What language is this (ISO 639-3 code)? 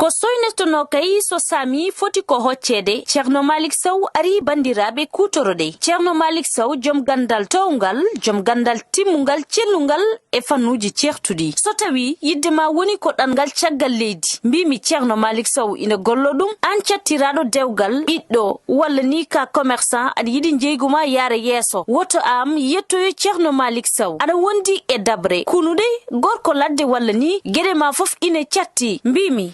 ful